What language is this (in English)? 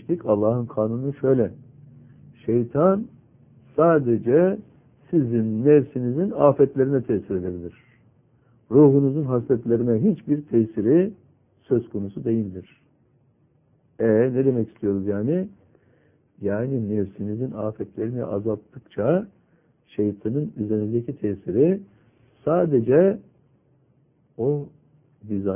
Turkish